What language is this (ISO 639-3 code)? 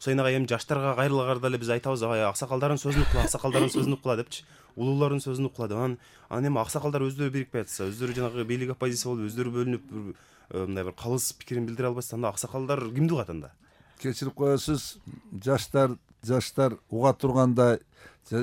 kir